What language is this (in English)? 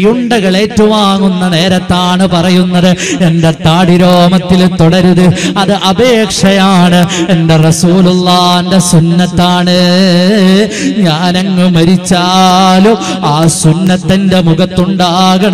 Malayalam